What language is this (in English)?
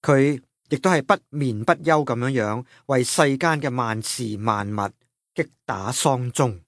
Cantonese